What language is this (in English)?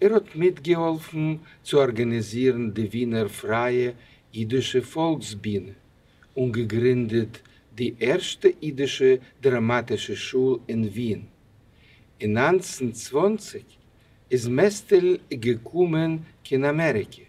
Yiddish